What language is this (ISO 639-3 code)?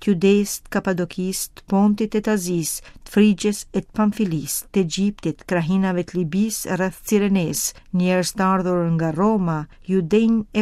sqi